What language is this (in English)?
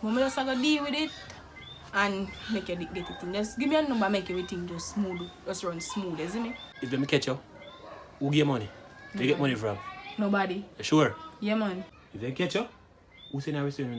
Jamaican Creole English